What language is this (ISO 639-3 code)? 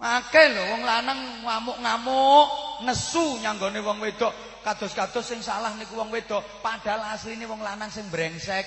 jav